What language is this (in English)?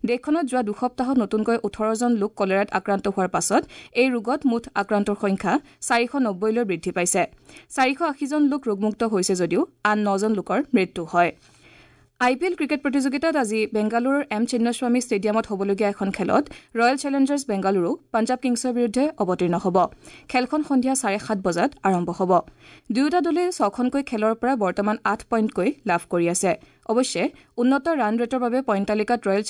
Assamese